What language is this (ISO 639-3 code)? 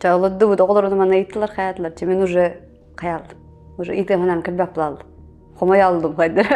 sah